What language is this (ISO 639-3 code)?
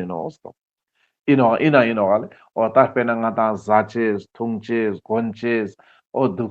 lbj